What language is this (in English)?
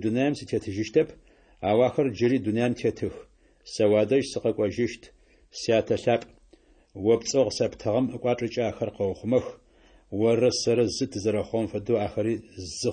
Adyghe